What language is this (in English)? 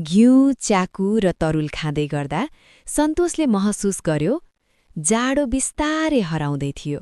Nepali